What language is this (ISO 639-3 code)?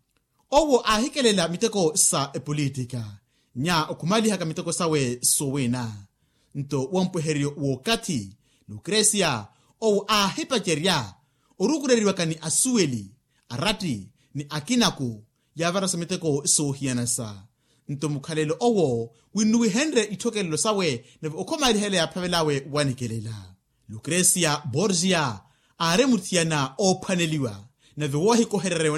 vmw